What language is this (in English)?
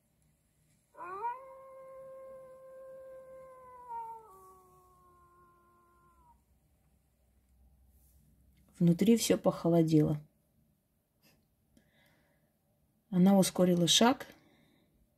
Russian